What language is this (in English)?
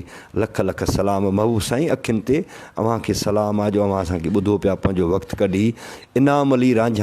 Sindhi